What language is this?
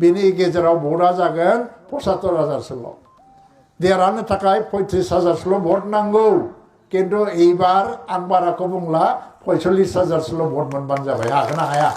Bodo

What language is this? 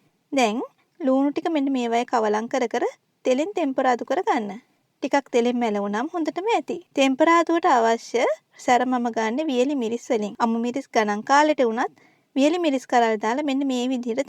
Sinhala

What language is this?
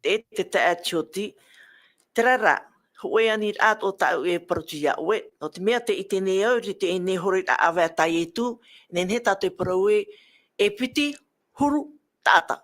Tahitian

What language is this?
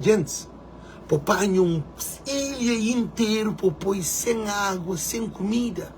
Kabuverdianu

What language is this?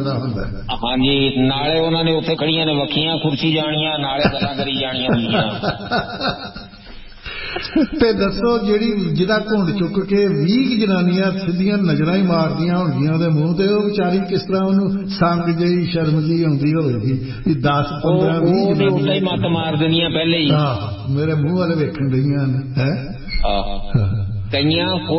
Punjabi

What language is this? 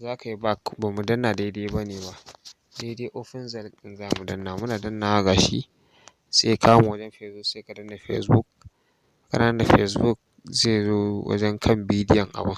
Hausa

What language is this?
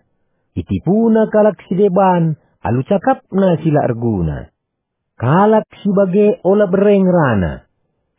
Batak Karo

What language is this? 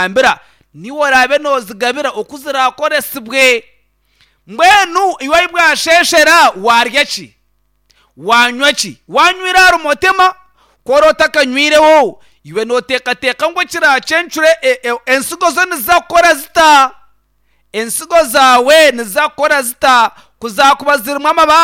Nyankole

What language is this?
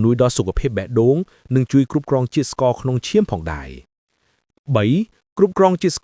Khmer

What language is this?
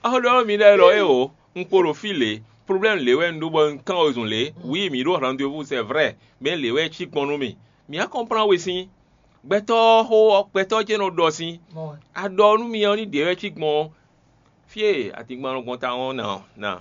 Fon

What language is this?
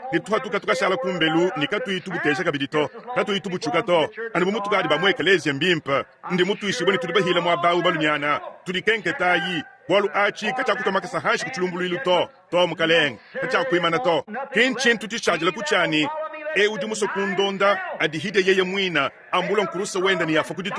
Luba-Lulua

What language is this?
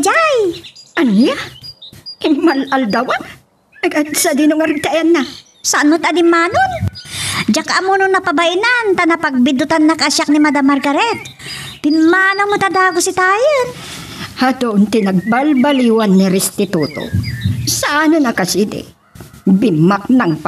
Iloko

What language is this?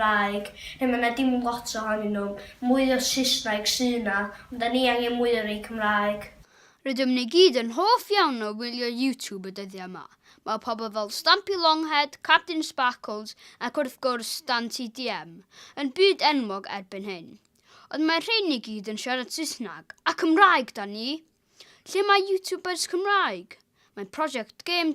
Welsh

